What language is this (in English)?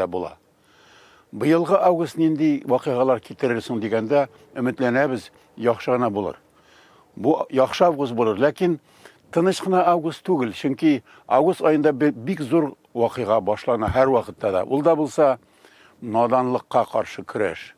Tatar